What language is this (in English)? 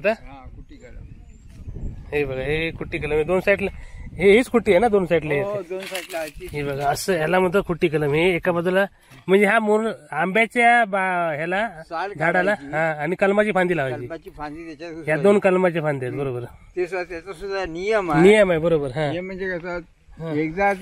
Marathi